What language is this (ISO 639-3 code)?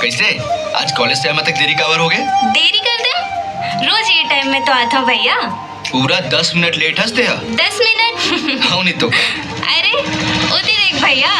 hne